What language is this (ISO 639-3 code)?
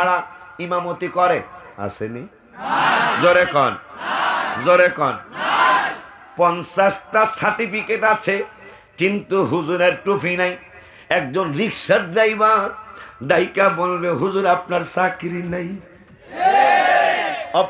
ben